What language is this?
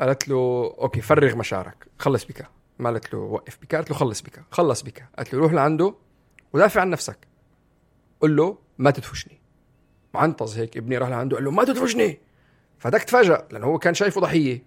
North Levantine Arabic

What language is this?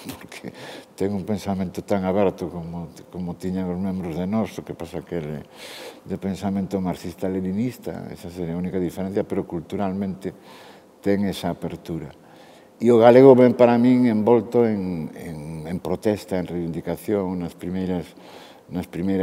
Galician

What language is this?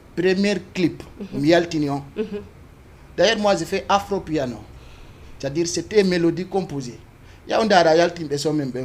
Fula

